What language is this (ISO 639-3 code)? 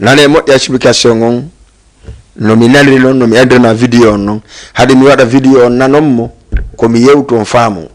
ful